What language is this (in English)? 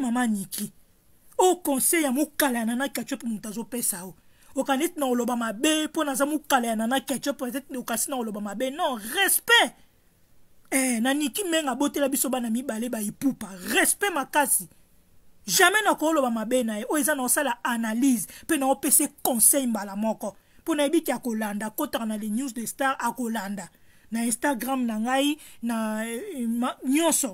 Lingala